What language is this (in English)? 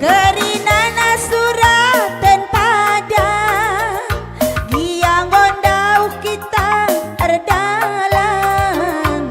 Batak Karo